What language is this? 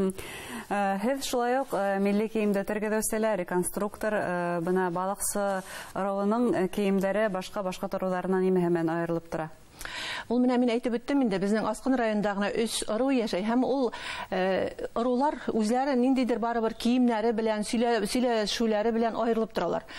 Bashkir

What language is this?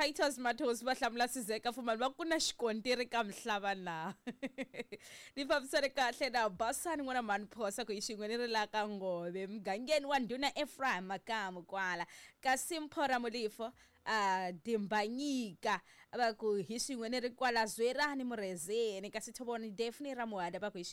Tsonga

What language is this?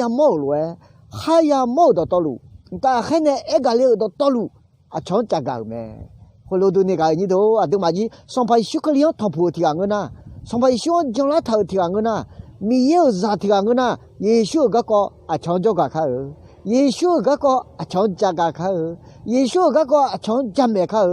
Akha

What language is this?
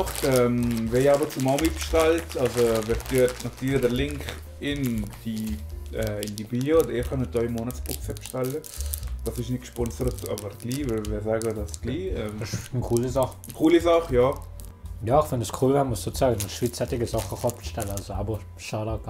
Swiss German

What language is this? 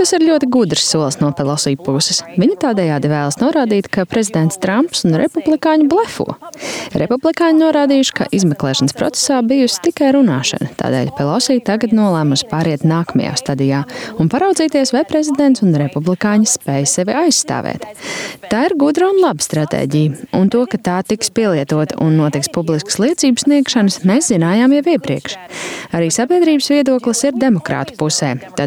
Latvian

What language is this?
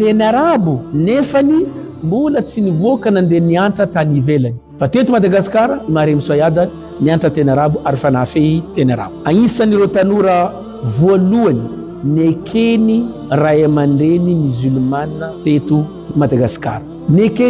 Malagasy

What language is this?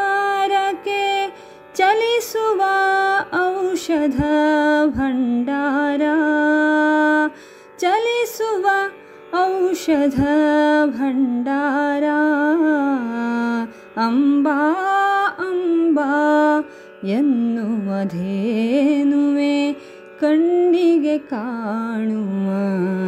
Kannada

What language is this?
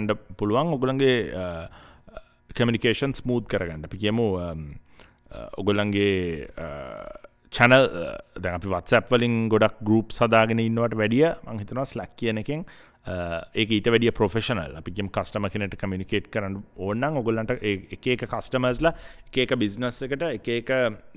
Sinhala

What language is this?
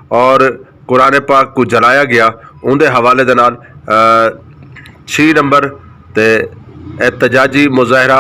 Saraiki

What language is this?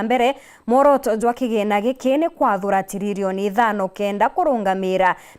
Meru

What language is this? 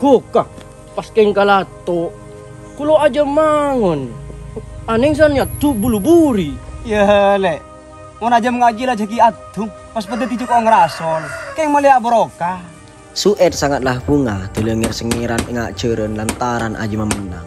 Madurese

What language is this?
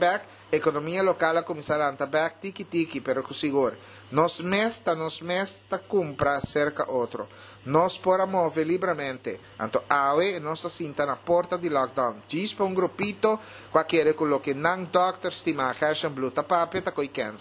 Papiamento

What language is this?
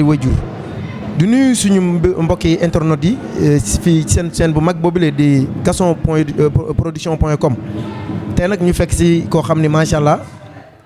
Wolof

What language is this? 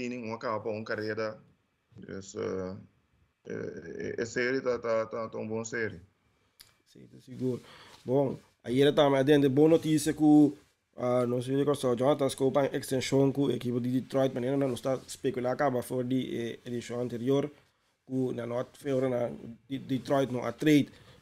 Papiamento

